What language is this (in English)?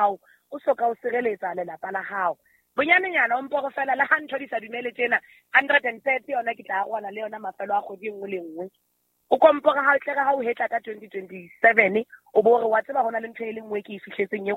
Southern Sotho